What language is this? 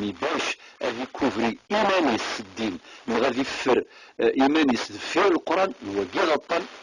Kabyle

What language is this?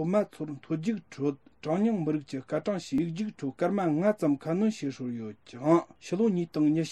Tibetan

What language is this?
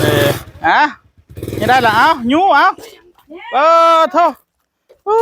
Northeastern Thai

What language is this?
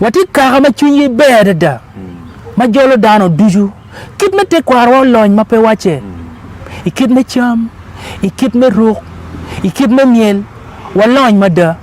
Acoli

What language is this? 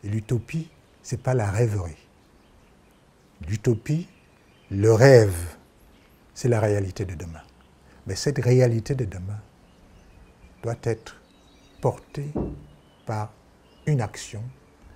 French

